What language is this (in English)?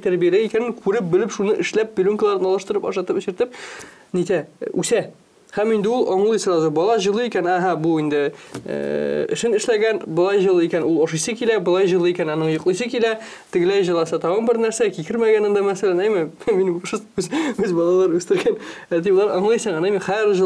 Tatar